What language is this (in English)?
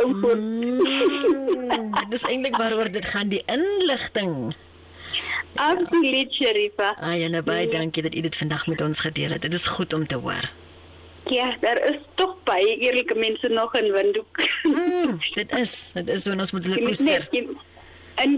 Afrikaans